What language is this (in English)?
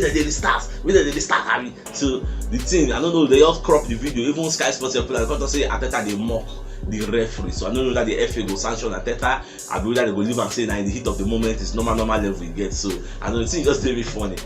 Nigerian Pidgin